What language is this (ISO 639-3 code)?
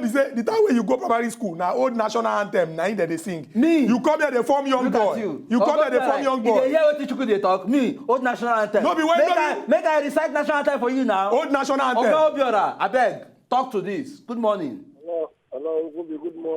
pcm